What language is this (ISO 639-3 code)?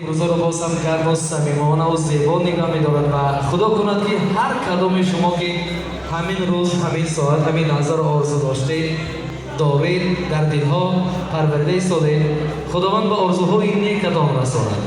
tgk